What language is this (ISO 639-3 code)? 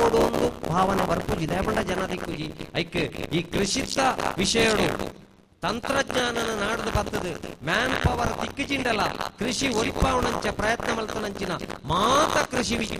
tcy